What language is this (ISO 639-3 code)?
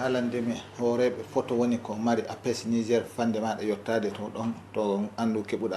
ful